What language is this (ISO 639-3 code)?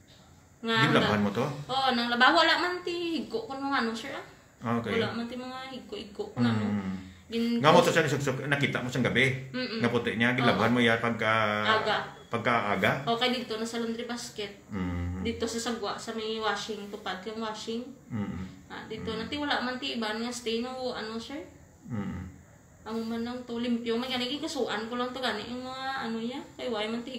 hil